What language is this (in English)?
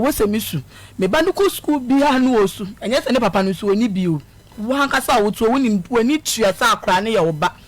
Akan